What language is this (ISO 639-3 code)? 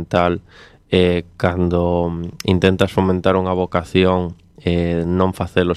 glg